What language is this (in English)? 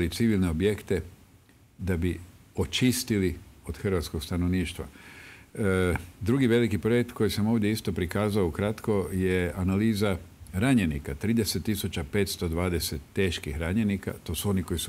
Croatian